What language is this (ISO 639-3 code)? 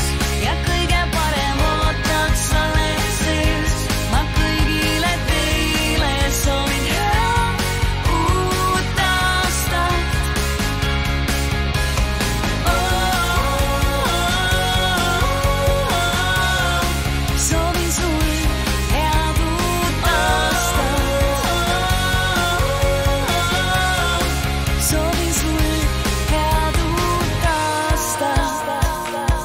est